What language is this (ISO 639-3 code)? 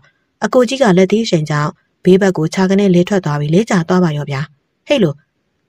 mya